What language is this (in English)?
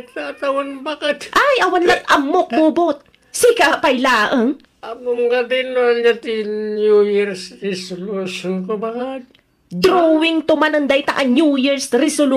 Iloko